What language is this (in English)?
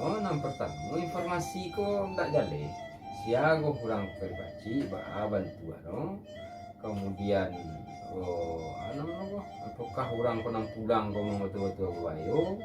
Minangkabau